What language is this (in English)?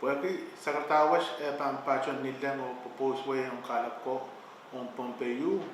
Pohnpeian